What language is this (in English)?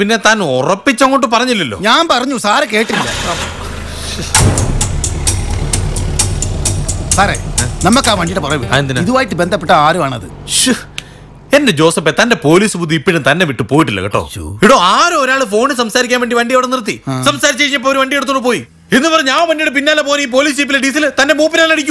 Malayalam